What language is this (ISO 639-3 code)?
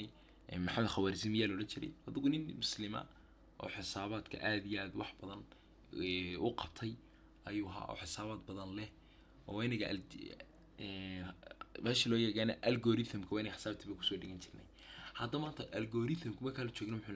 som